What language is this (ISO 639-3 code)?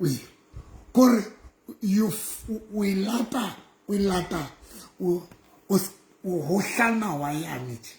sot